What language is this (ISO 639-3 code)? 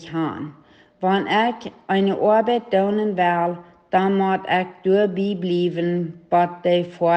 pdt